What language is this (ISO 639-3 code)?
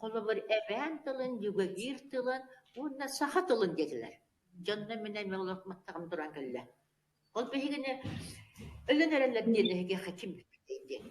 sah